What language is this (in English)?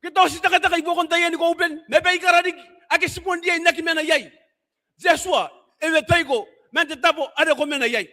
Gilbertese